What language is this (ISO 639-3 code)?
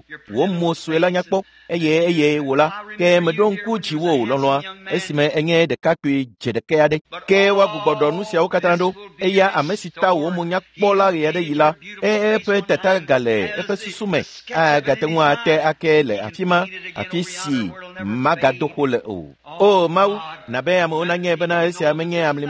ewe